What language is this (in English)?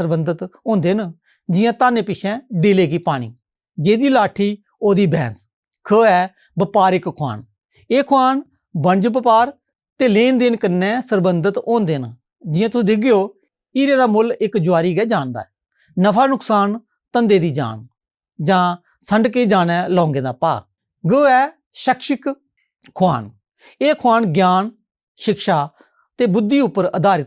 Dogri